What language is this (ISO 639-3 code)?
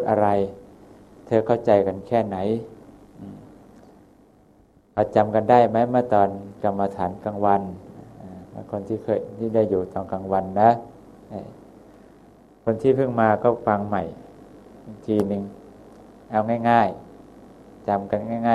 tha